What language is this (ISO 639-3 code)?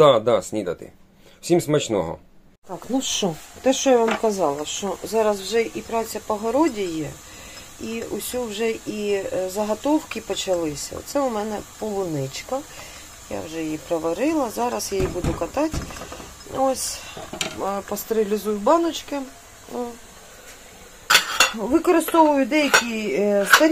ukr